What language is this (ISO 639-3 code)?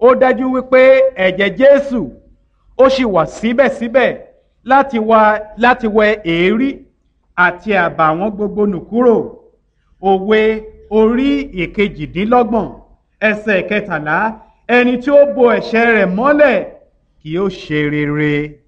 yor